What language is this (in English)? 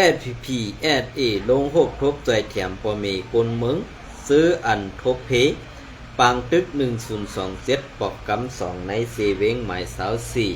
Shan